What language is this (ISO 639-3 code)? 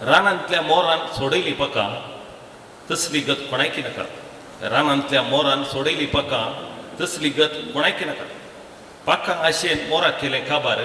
kok